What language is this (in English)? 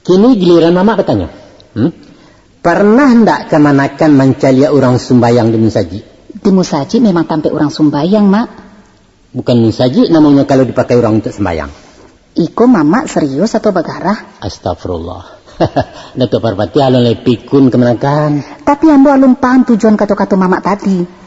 Minangkabau